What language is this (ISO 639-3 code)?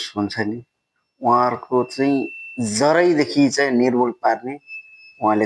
nep